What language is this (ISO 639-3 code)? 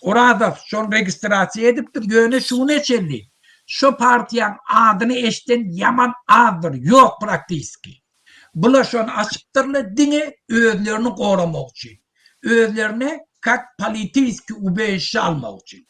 tuk